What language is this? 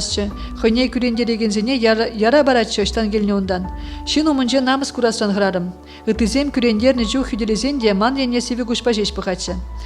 Chuvash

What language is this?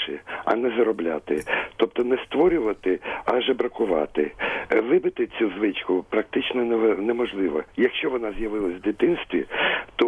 Ukrainian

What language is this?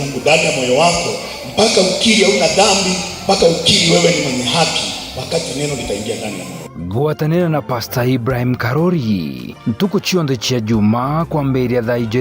Meru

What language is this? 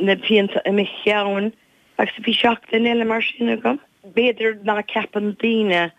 Irish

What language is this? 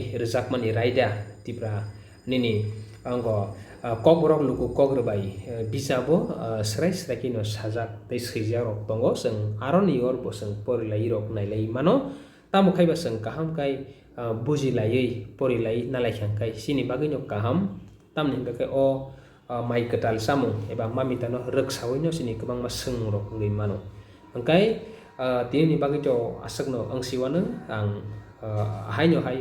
Kok Borok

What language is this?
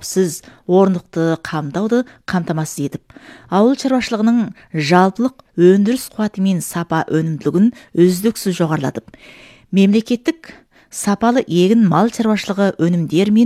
Kazakh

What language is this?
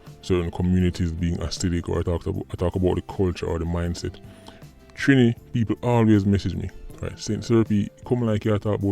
Jamaican Creole English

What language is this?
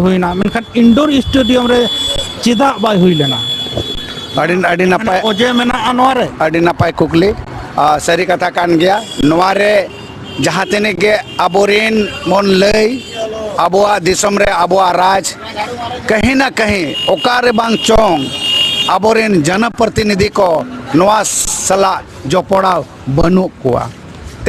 Santali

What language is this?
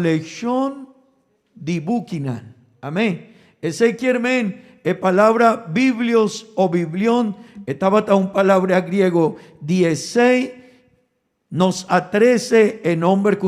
Papiamento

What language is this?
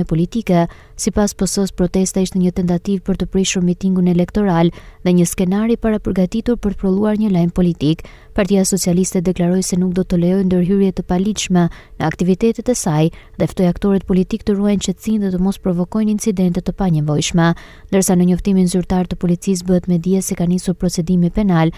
Albanian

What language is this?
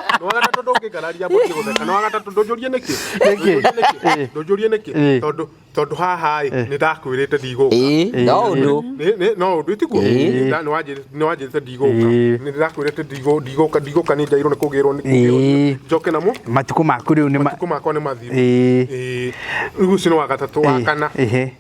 Kikuyu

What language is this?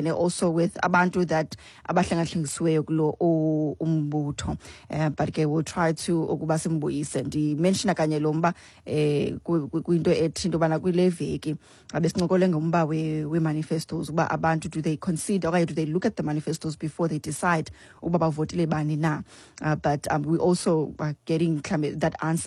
Xhosa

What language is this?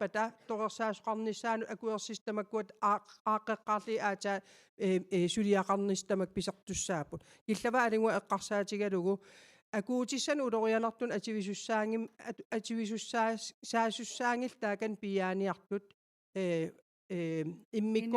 Kalaallisut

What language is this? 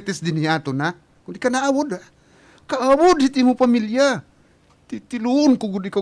Waray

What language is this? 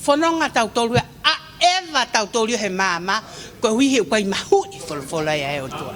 Tongan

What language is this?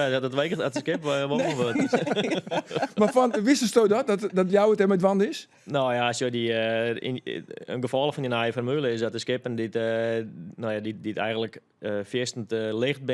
Western Frisian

